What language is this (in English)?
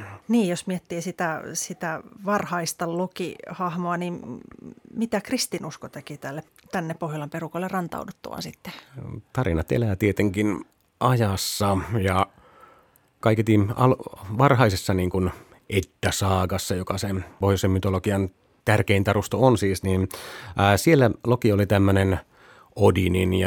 Finnish